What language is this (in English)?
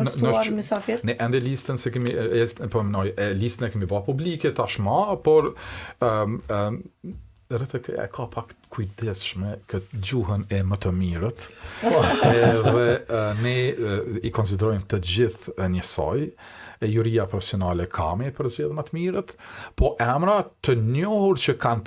Albanian